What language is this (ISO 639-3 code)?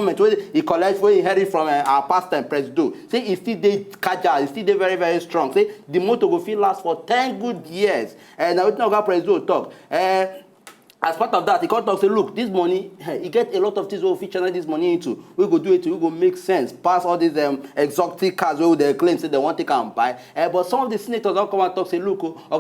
pcm